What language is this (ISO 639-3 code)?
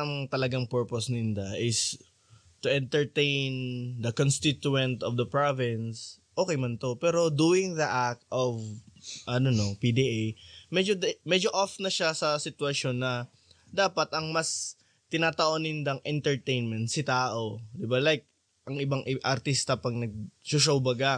bik